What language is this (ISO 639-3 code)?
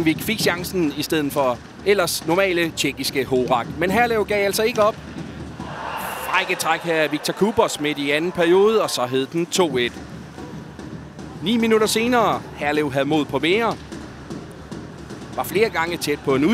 dan